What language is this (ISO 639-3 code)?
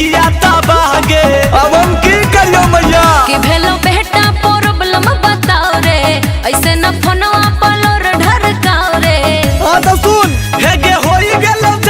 mag